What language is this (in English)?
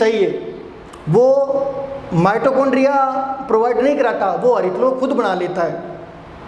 Hindi